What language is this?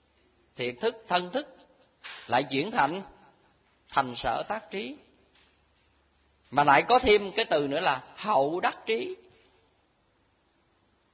Vietnamese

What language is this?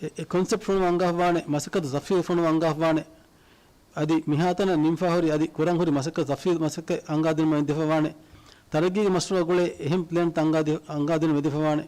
Divehi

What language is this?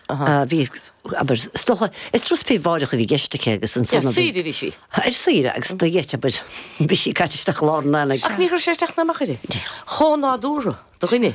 Irish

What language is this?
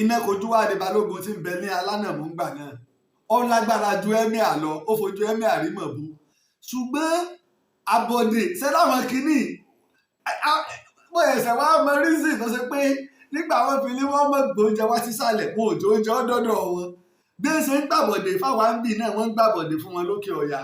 Yoruba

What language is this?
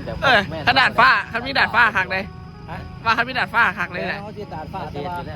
Northeastern Thai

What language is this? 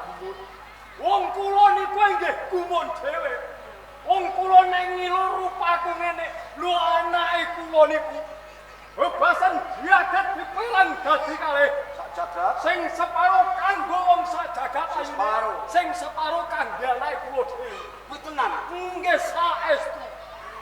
Javanese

